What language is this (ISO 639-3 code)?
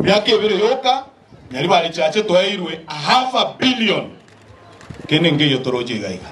guz